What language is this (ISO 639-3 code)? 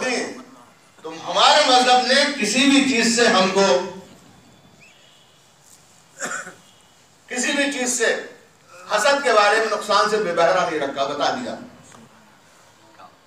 urd